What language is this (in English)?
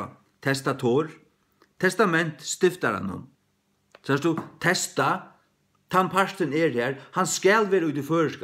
Faroese